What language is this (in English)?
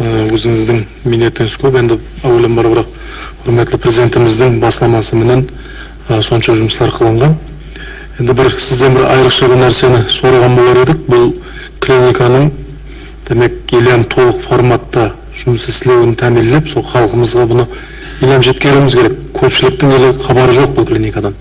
Kara-Kalpak